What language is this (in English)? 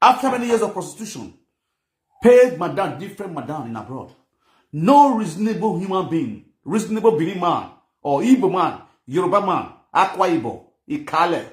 Nigerian Pidgin